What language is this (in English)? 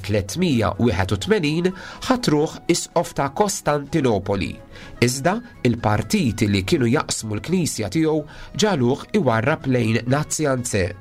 Maltese